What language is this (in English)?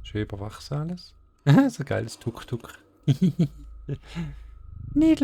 Swiss German